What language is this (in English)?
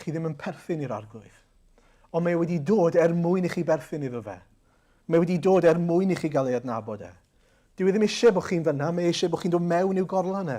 Welsh